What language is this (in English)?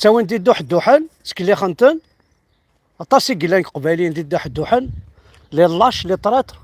Kabyle